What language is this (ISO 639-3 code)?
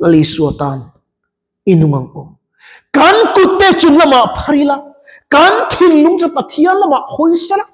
lus